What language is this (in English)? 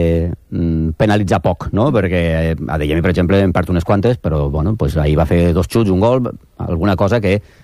Catalan